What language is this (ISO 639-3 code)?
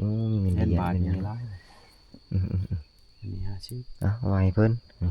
lao